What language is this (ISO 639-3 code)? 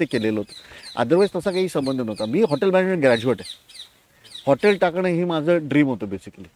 mar